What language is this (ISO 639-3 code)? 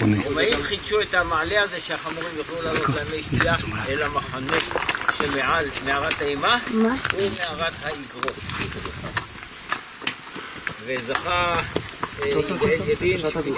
heb